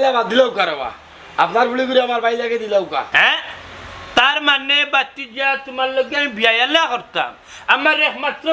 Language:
Sylheti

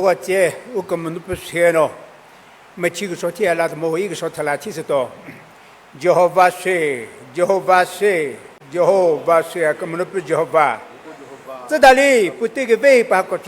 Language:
Chokri Naga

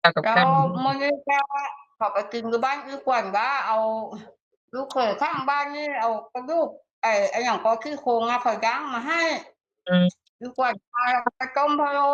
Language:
Northeastern Thai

